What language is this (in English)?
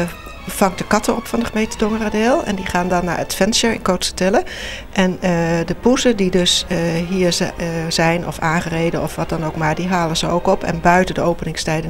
Western Frisian